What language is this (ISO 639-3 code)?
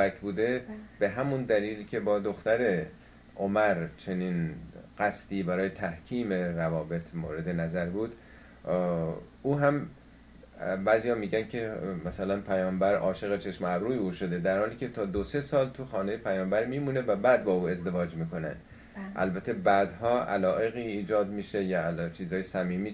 fas